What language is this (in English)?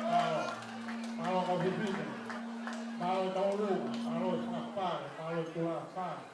Tongan